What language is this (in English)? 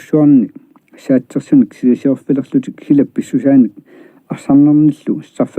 Kalaallisut